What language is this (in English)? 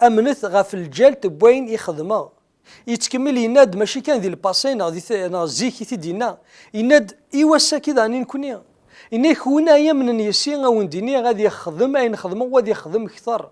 Kabyle